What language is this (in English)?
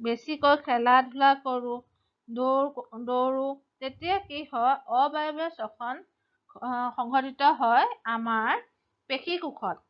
Assamese